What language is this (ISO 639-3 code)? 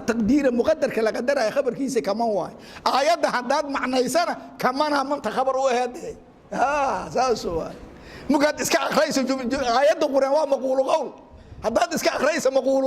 som